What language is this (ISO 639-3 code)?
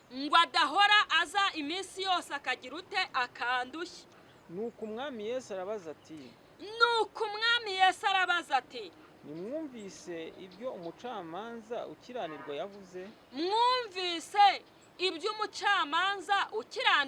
kin